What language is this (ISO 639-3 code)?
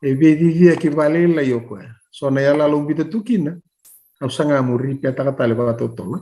fij